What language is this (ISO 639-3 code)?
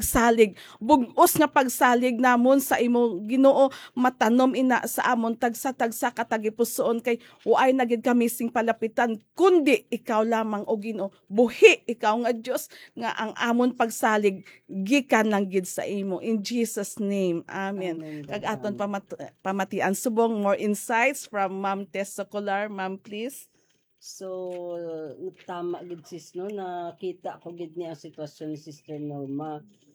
hil